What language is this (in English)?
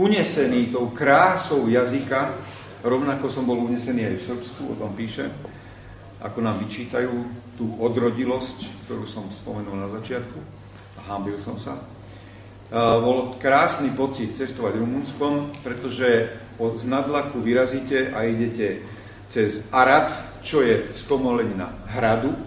Slovak